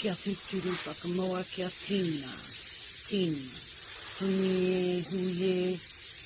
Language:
Māori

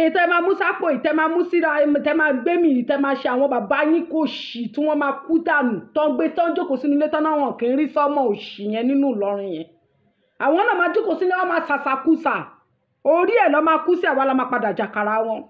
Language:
Yoruba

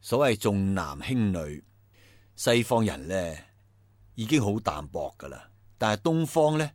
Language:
Cantonese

